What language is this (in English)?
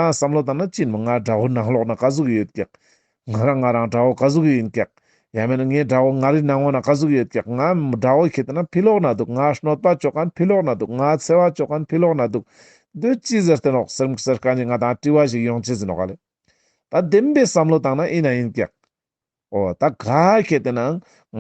Ladakhi